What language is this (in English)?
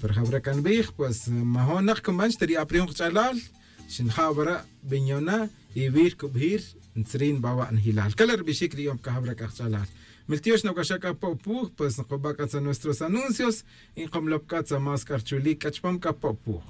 Tz'utujil